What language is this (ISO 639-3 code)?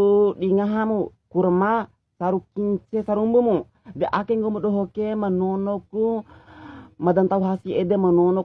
bhp